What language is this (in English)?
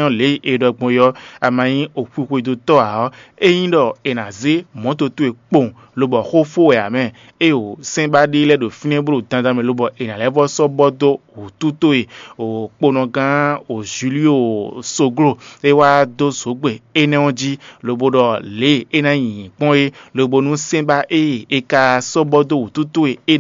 Fon